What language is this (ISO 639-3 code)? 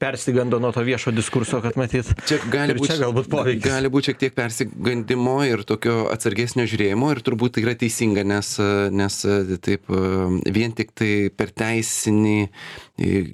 lit